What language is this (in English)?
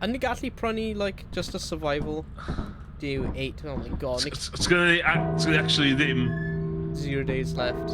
Welsh